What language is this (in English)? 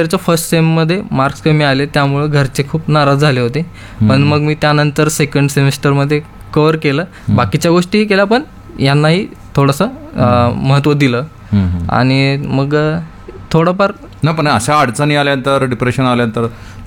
Marathi